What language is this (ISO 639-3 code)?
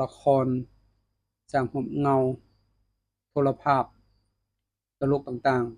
lao